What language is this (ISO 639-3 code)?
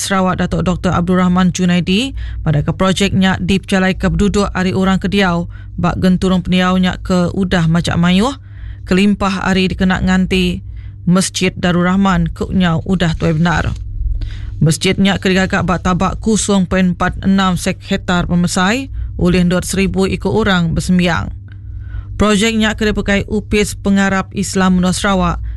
iba